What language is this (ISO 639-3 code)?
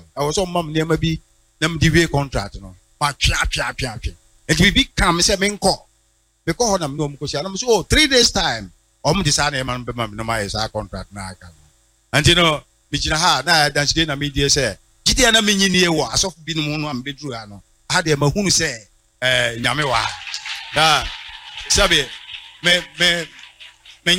aka